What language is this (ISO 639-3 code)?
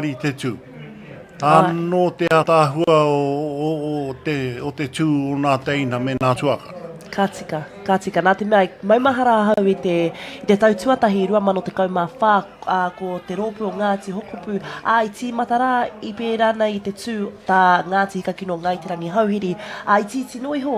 mri